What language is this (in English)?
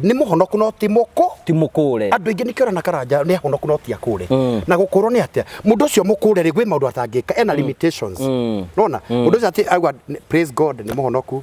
Kikuyu